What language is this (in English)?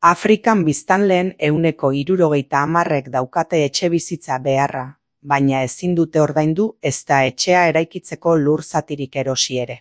Basque